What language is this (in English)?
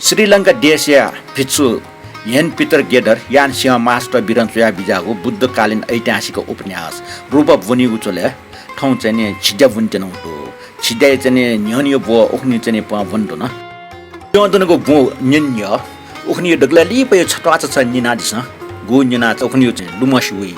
Newari